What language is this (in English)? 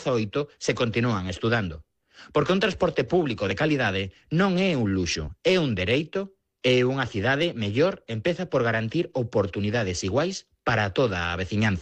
Galician